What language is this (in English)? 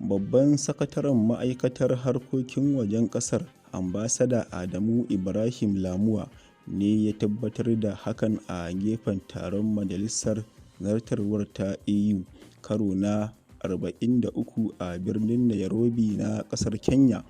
Hausa